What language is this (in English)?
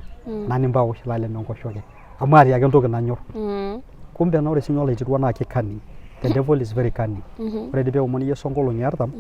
Masai